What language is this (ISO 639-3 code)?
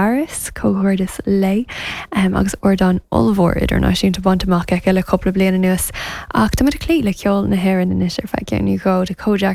gle